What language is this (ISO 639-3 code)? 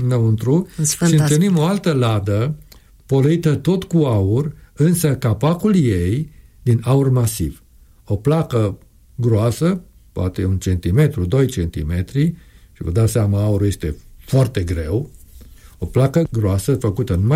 ron